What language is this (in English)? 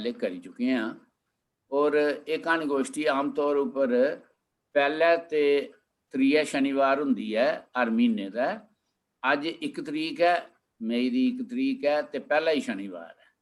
Dogri